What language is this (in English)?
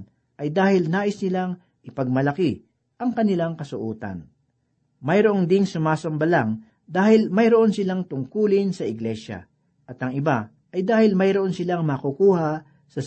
Filipino